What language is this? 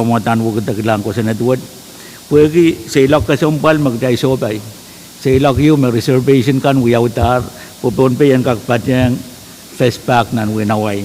Pohnpeian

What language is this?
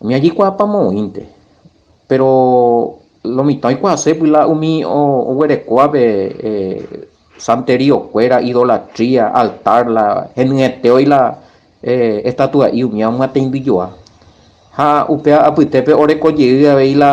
Guarani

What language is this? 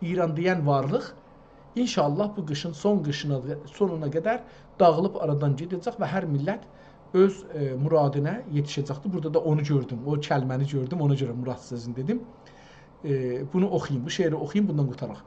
South Azerbaijani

